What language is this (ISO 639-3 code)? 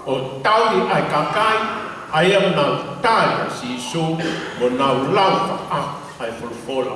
ton